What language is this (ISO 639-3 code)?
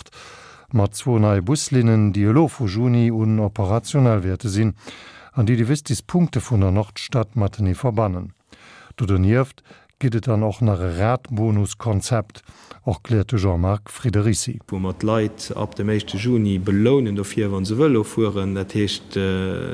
ltz